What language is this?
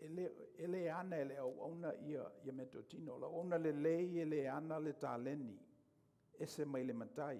Samoan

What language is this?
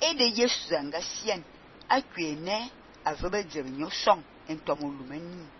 Fang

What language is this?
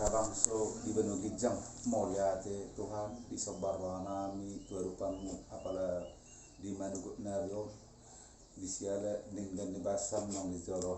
Batak Toba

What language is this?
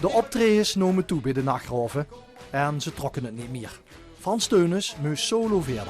Limburgish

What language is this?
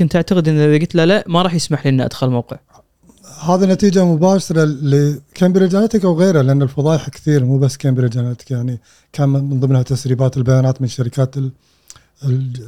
Gulf Arabic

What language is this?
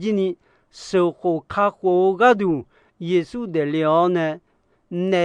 Akha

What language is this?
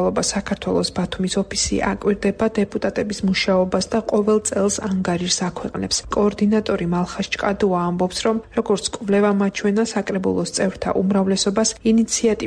Georgian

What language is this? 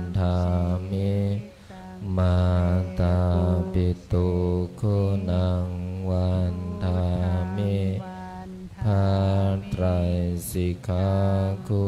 Pali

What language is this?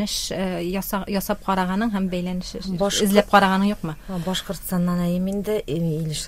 Tatar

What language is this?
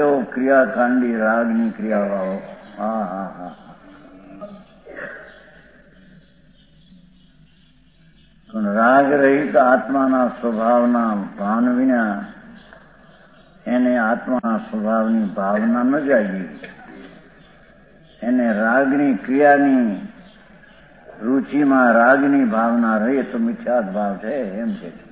Gujarati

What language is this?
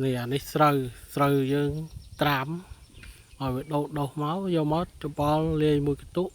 Khmer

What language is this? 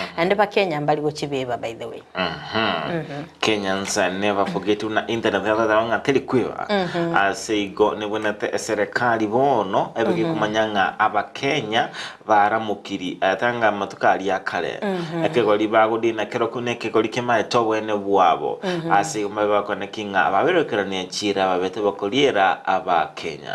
Gusii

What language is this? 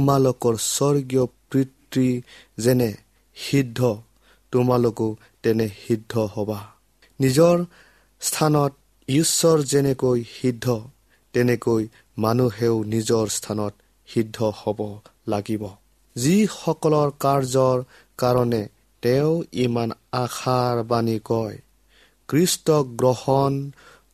Assamese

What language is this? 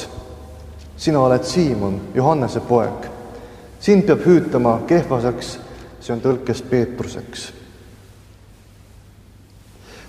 Estonian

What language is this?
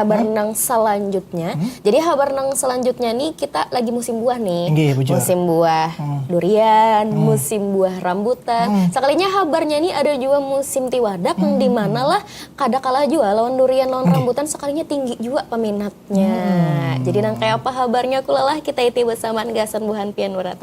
Banjar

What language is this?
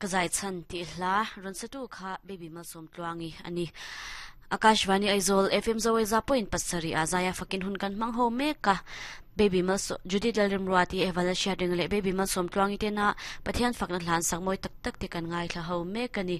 Mizo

